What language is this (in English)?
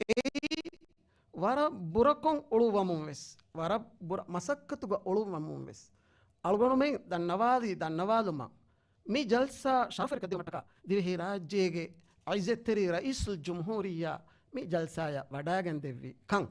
Divehi